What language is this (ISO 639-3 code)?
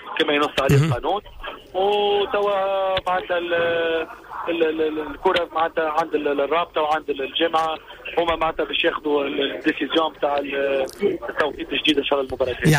aeb